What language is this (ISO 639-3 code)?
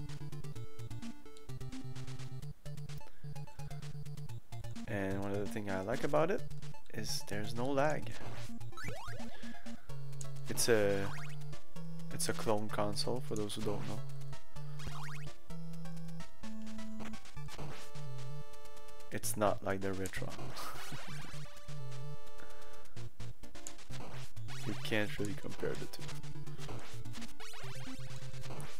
eng